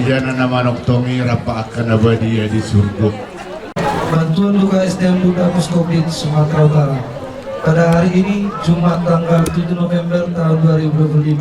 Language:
Batak Toba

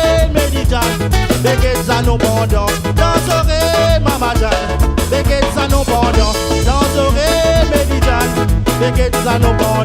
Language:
Réunion Creole French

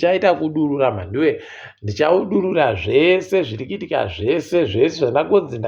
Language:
Ndau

